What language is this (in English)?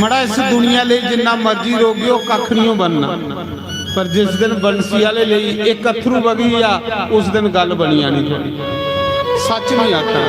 Dogri